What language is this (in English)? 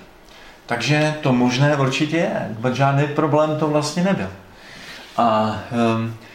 Czech